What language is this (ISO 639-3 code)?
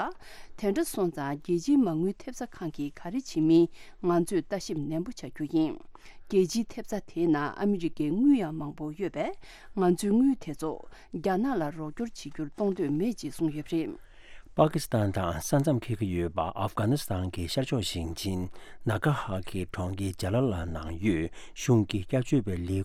bod